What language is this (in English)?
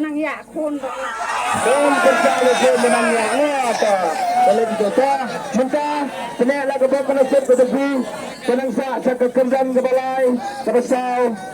Khasi